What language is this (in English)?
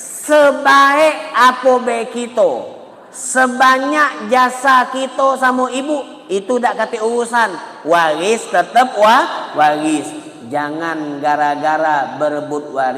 Musi